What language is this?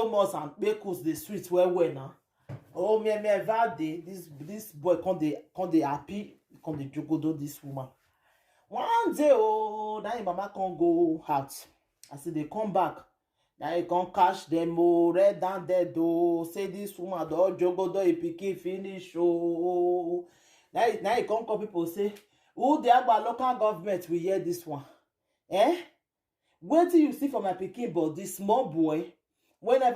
Nigerian Pidgin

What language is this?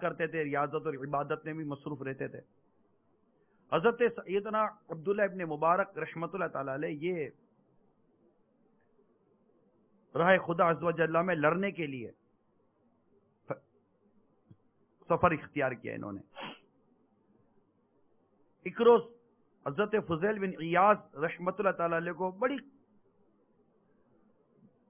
Urdu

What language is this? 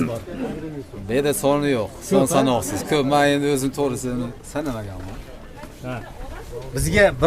Uzbek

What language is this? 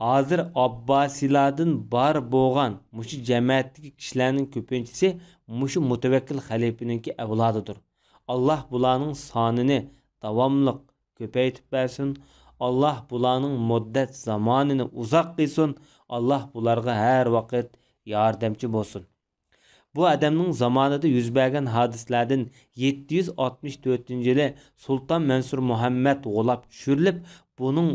Uyghur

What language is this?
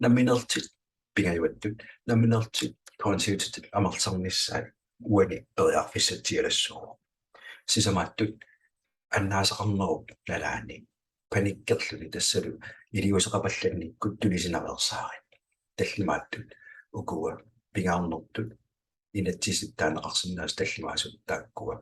Kalaallisut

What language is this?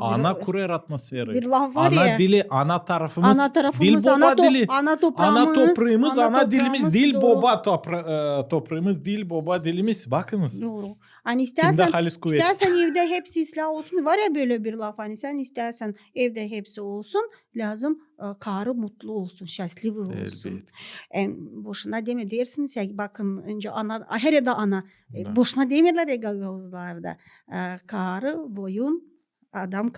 Gagauz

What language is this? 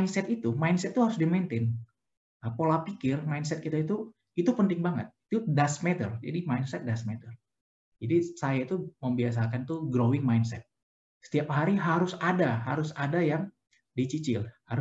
Indonesian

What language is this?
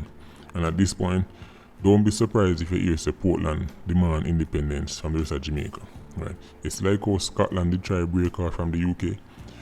Jamaican Creole English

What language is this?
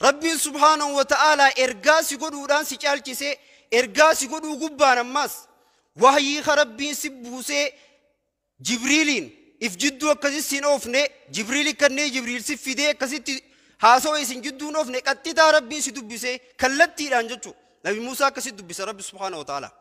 Oromo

